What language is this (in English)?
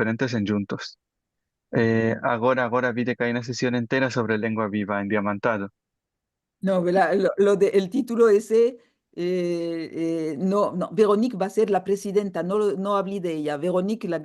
Ladino